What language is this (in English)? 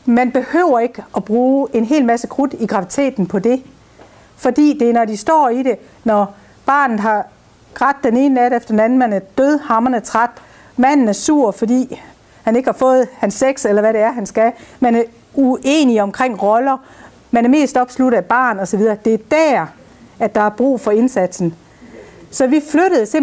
Danish